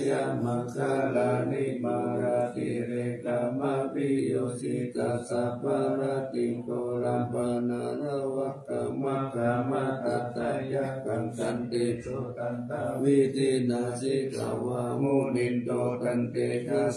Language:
Pali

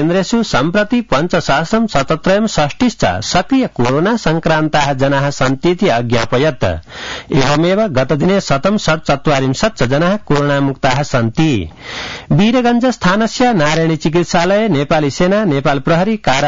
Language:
Sanskrit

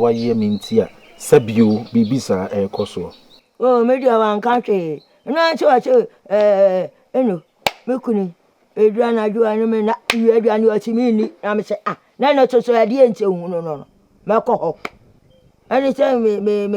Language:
Akan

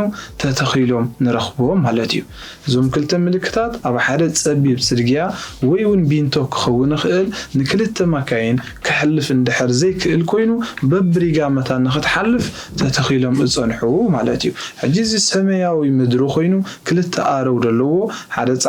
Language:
Tigrinya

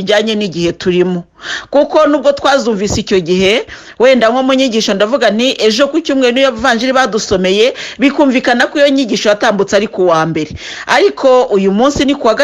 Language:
Kinyarwanda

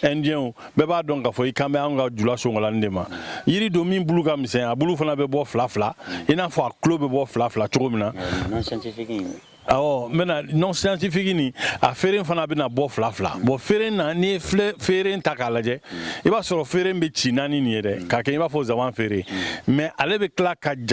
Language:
Bambara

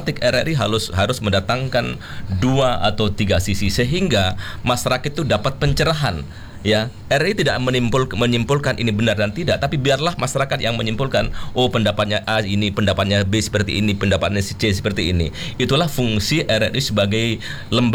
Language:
Indonesian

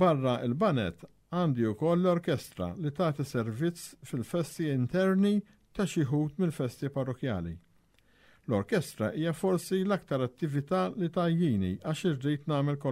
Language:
Maltese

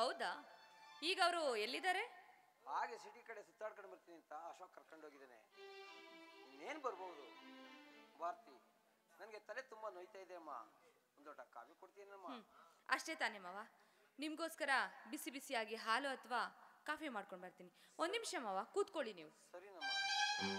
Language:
Kannada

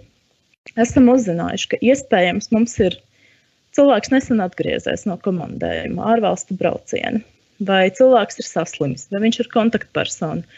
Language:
Latvian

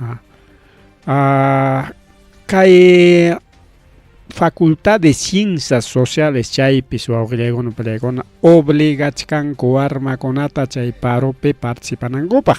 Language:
Ayacucho Quechua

